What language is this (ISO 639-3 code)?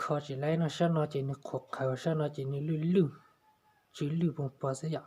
hmn